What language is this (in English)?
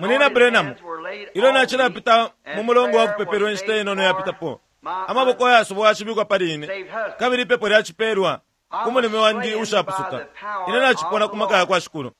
Bemba